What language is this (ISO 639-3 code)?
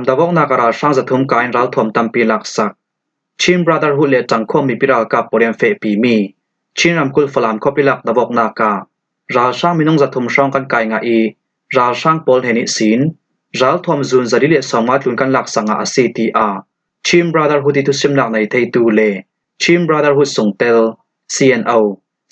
cfm